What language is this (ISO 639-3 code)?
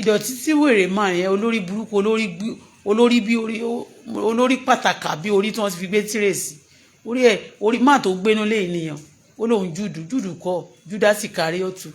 yor